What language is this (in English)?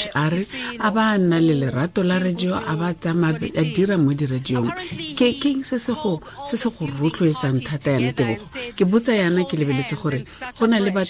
Tswana